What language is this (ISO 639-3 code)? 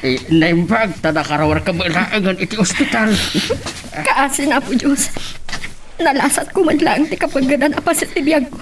ilo